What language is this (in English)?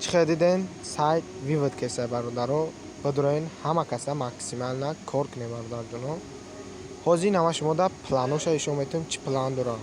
Tajik